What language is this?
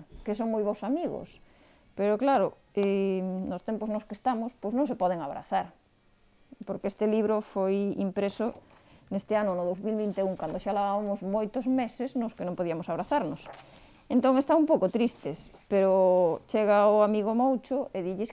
Galician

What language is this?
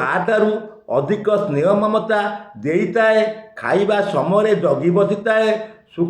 Odia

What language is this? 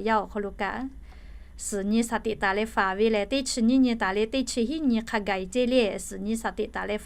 Lahu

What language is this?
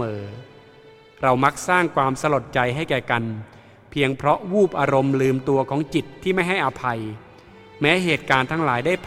Thai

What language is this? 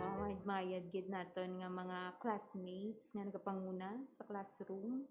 Hiligaynon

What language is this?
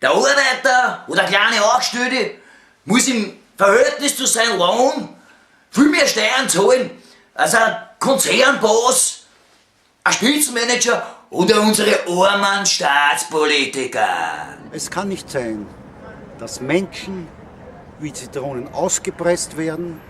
Bavarian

